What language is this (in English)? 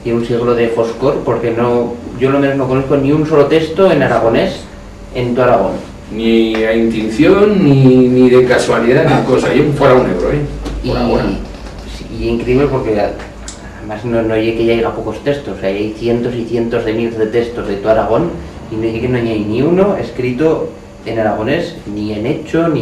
Aragonese